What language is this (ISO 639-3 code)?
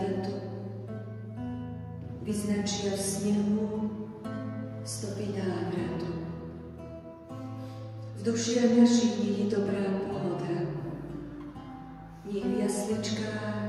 slk